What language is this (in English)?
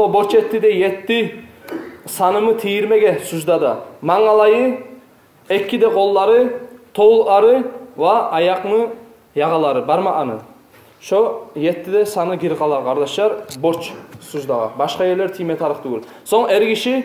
Kumyk